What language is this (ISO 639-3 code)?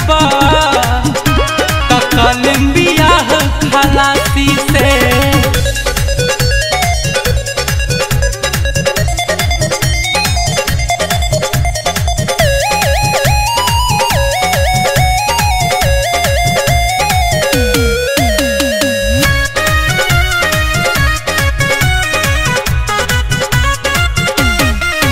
bho